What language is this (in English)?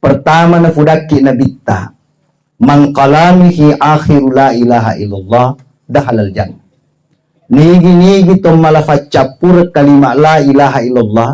Buginese